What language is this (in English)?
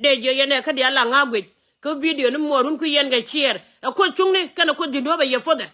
Nuer